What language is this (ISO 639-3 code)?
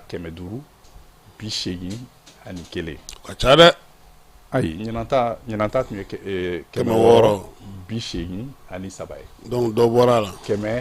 bam